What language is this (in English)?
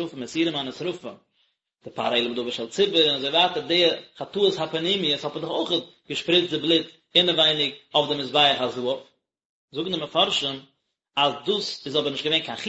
Yiddish